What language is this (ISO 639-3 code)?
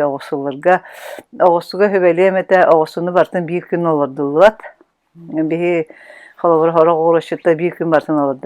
sah